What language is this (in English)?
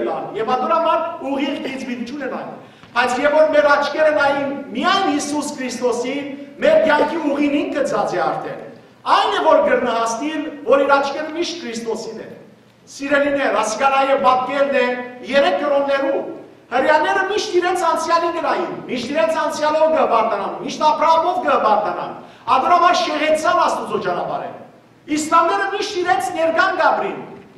Western Armenian